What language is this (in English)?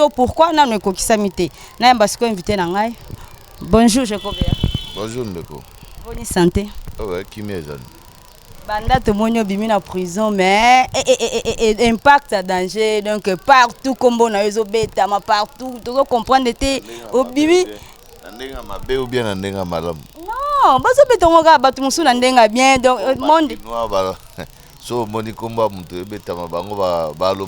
Lingala